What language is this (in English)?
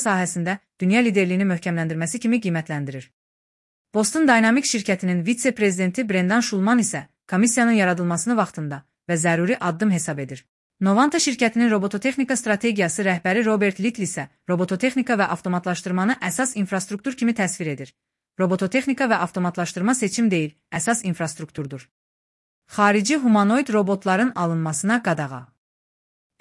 Azerbaijani